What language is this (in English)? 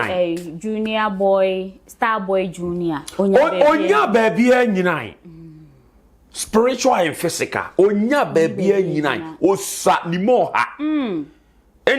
Akan